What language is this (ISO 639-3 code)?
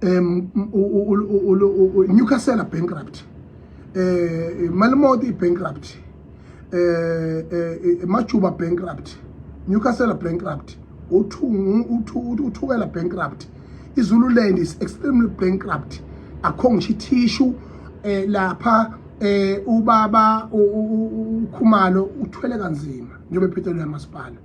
zul